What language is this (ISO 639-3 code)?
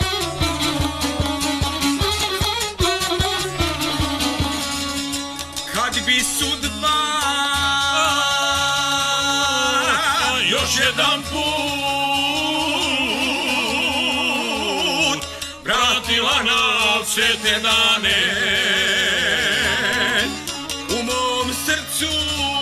hrv